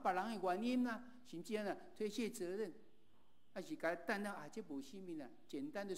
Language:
Min Nan Chinese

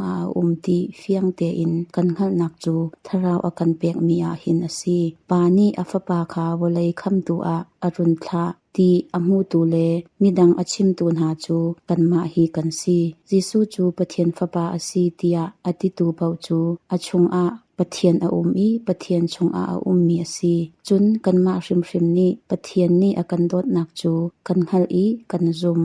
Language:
Hakha Chin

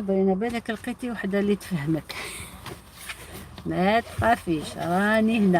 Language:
Algerian Arabic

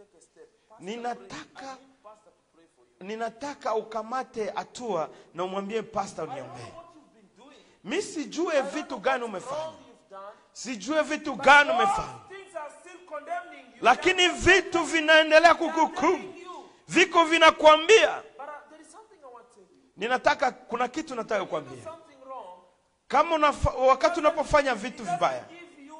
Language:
Swahili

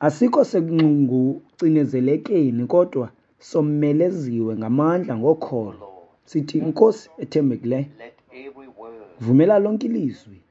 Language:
Xhosa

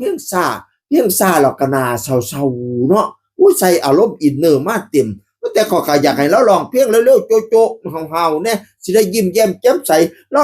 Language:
Northeastern Thai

